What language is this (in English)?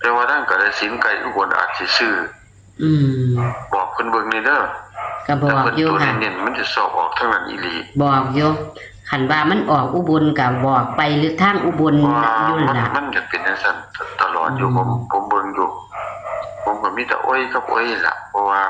Northeastern Thai